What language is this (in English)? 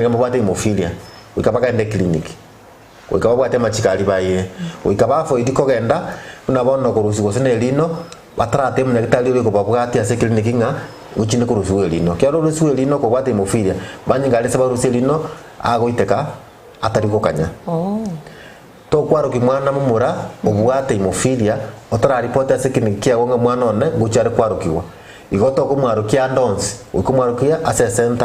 Gusii